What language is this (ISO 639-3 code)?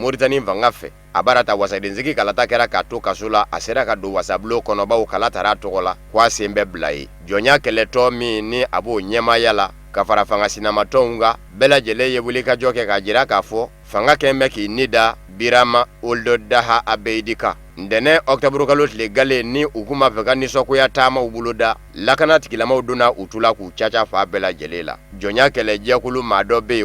bam